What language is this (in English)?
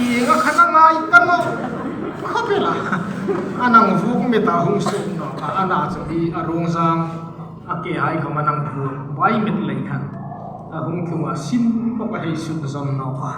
Hmar